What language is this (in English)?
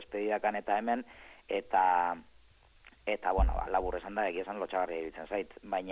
Basque